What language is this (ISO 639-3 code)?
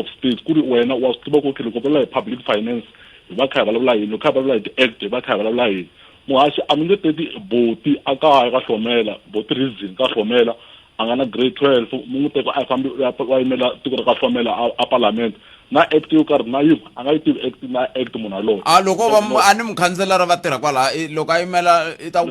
tso